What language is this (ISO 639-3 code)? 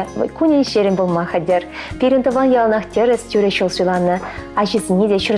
chv